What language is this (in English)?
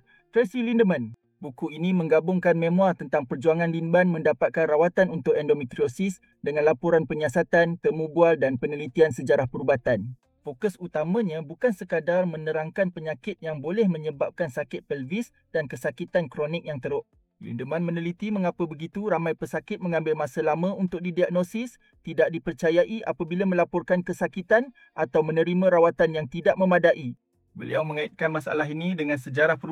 Malay